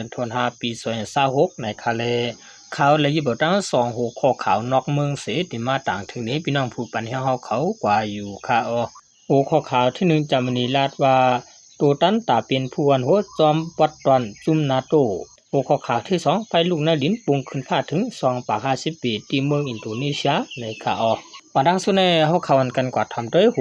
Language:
Shan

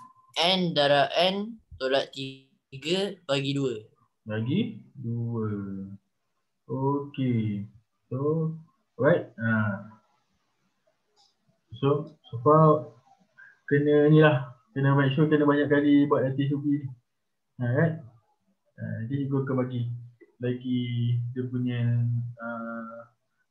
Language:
Malay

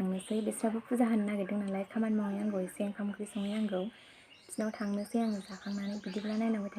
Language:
Bodo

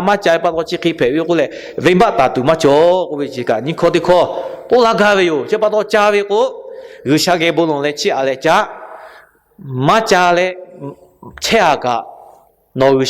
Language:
Lahu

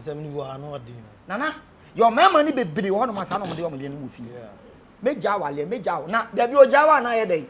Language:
Akan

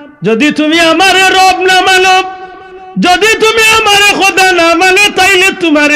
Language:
Sylheti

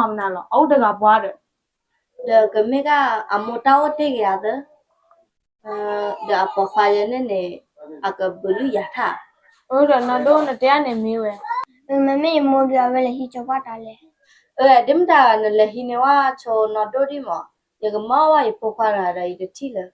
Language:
S'gaw Karen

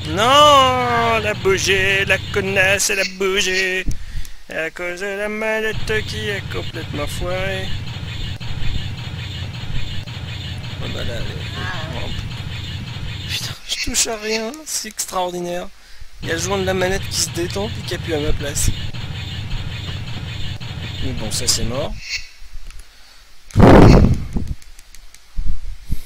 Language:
French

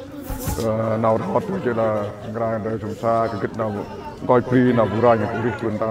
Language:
Central Mnong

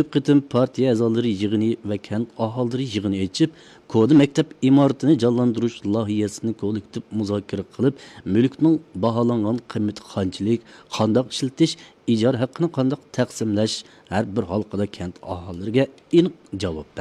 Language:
Uyghur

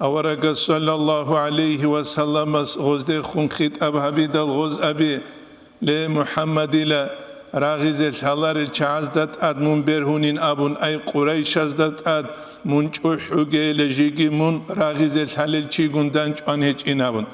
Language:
Avaric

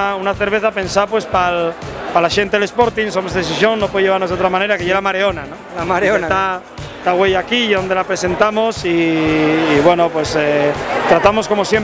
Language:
Asturian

